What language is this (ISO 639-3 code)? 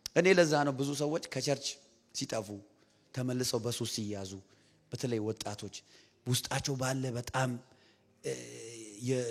amh